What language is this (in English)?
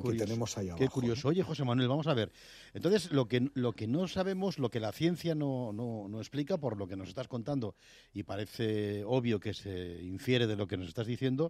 Spanish